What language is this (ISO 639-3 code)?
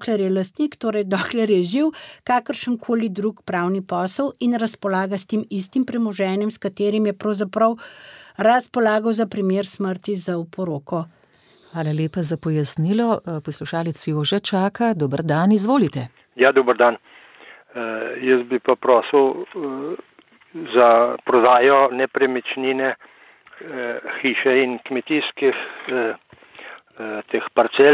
slv